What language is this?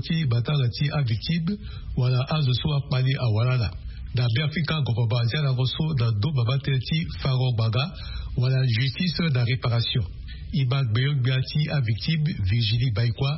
Sango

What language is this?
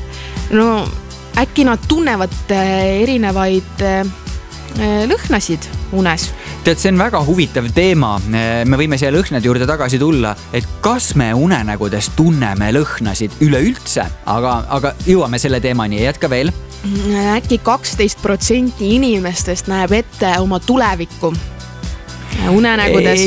Estonian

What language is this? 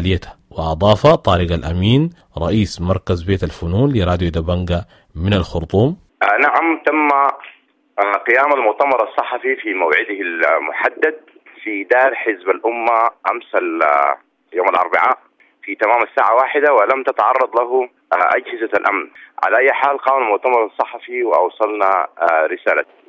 Sudanese Arabic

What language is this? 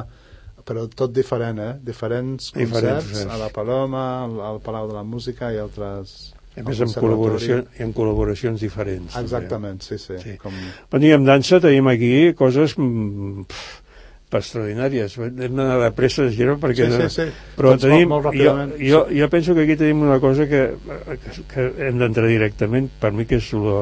Catalan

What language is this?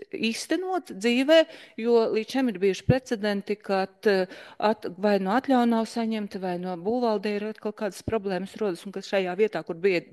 Latvian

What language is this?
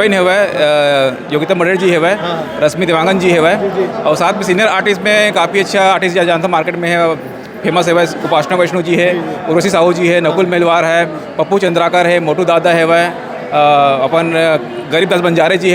Chhattisgarhi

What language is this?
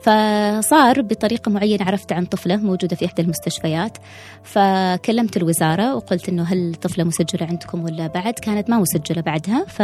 Gulf Arabic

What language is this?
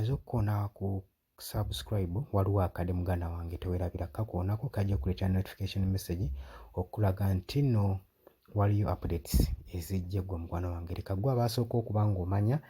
Ganda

